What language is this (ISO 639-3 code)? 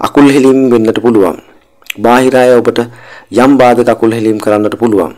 sin